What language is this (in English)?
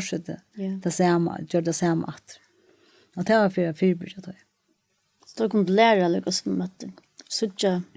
Faroese